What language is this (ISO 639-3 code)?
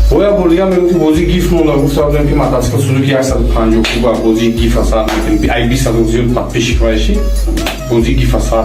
tgk